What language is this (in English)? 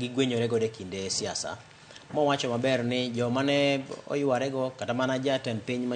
Luo (Kenya and Tanzania)